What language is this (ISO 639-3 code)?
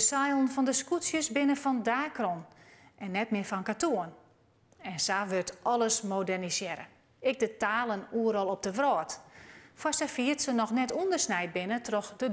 fry